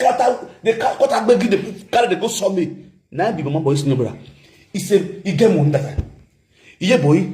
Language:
Nigerian Pidgin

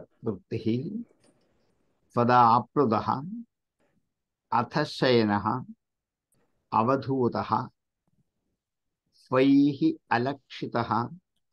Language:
Malayalam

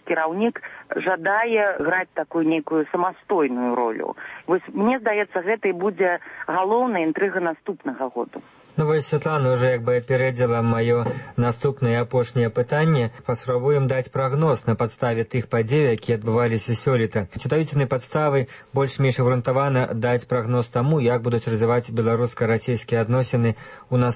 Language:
Belarusian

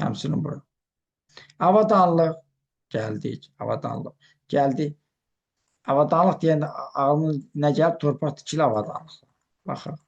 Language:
Azerbaijani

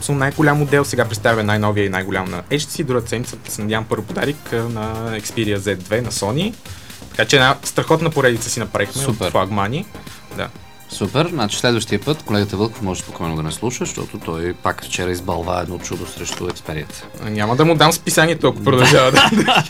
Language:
Bulgarian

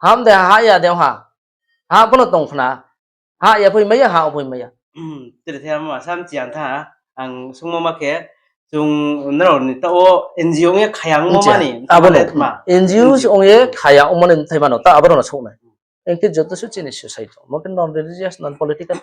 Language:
Riang (India)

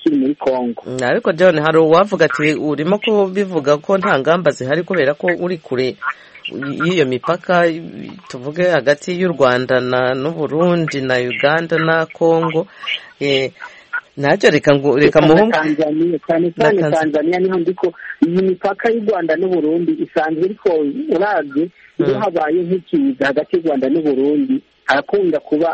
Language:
Kinyarwanda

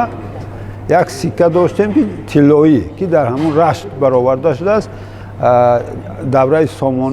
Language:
Tajik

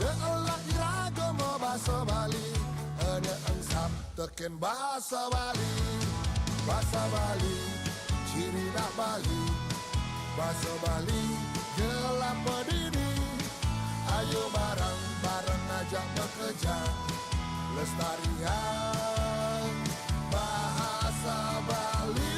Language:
Balinese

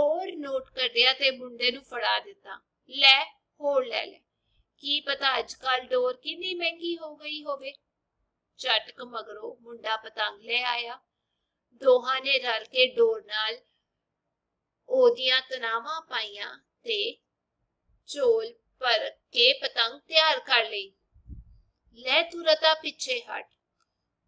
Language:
Punjabi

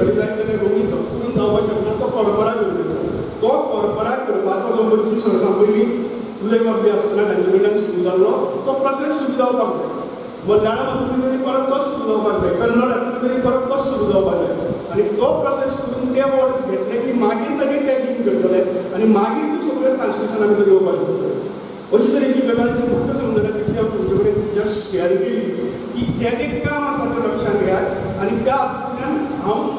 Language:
Konkani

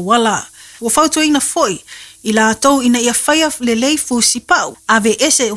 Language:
Samoan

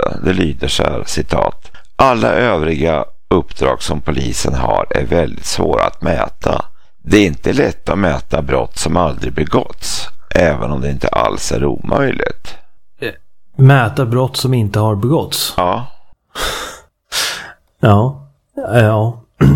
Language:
Swedish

